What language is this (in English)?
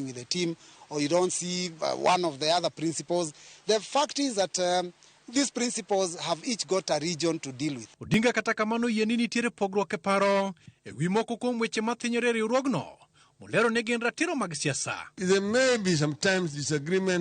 Luo (Kenya and Tanzania)